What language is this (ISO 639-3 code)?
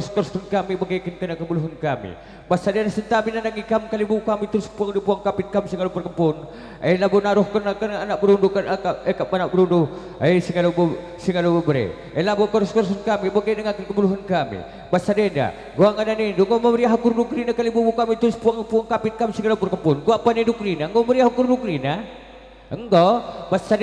btx